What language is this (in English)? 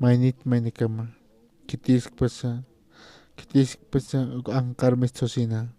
Aymara